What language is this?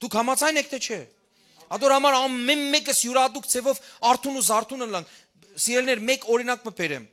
Western Armenian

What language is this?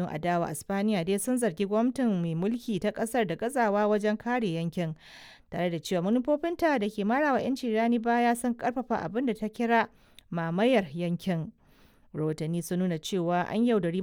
Hausa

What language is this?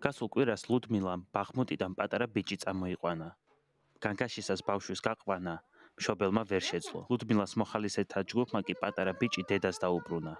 Georgian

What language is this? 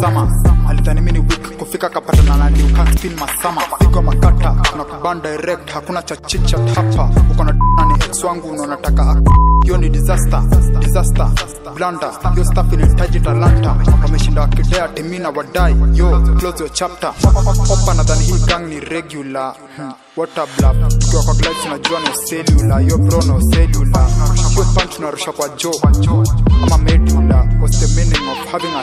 Swahili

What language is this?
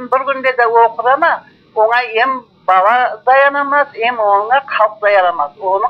Crimean Tatar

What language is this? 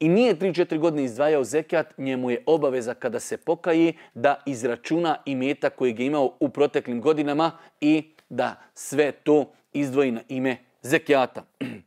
Bosnian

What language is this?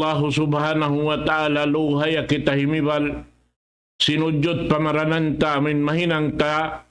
Tausug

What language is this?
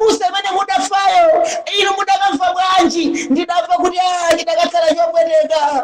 Nyanja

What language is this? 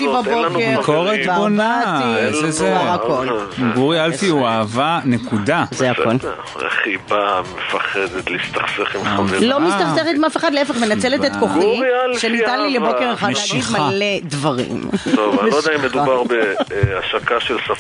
Hebrew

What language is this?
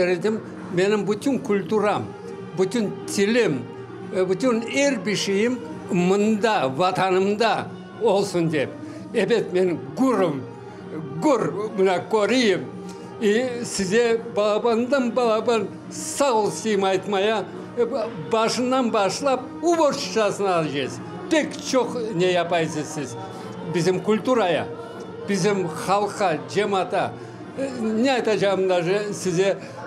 Crimean Tatar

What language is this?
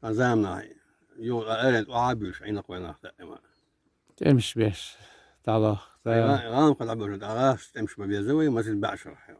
Chechen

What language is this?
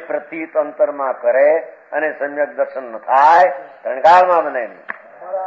Gujarati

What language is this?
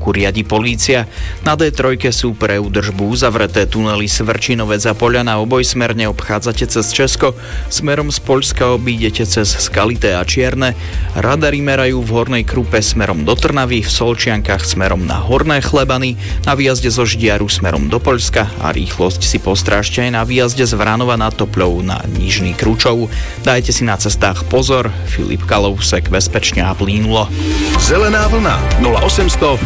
Slovak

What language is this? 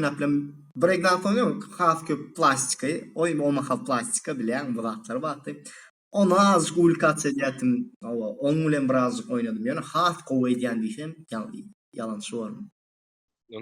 Turkmen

